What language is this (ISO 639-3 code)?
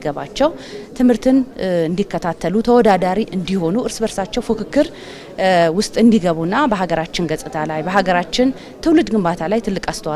amh